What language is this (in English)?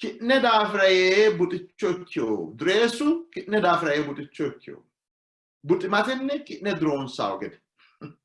Sidamo